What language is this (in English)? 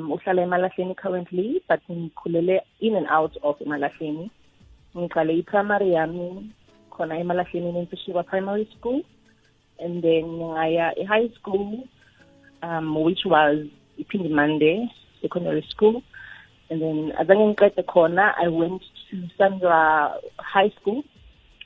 South Ndebele